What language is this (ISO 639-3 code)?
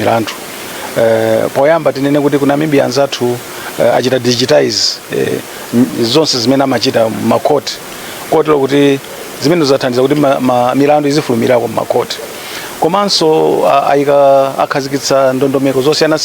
nya